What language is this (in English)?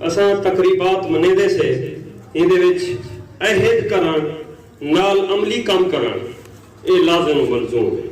Saraiki